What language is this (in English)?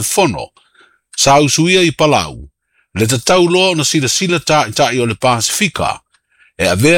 Samoan